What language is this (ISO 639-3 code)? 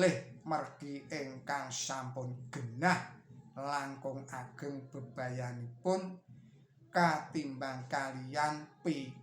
jav